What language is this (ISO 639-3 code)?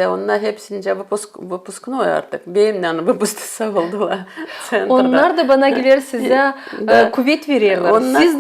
gag